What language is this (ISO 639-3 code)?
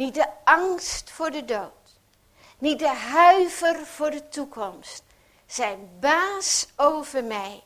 nld